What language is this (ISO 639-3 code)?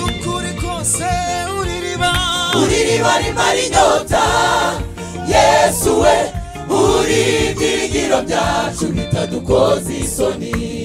kin